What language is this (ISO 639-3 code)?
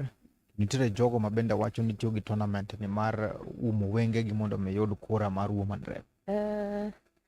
luo